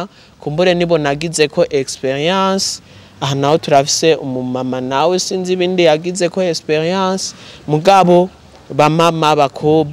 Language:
Rundi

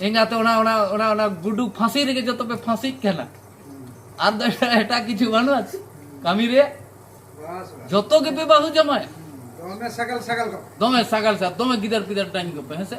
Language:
Santali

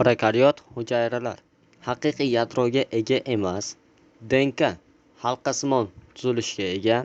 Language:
Uzbek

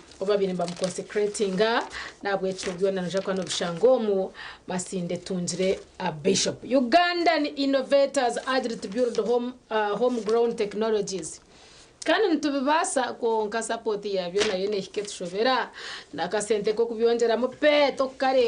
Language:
Nyankole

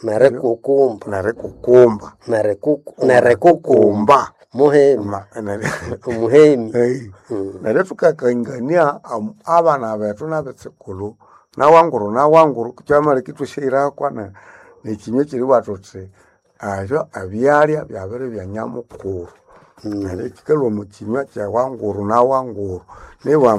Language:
Nande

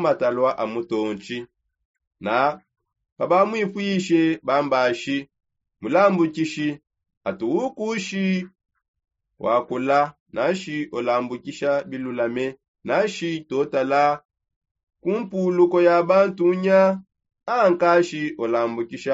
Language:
Songe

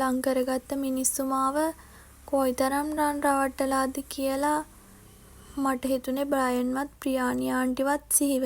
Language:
Sinhala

